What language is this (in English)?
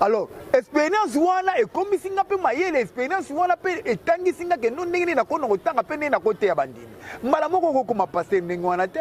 Lingala